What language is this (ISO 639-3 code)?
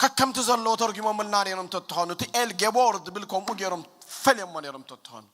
tir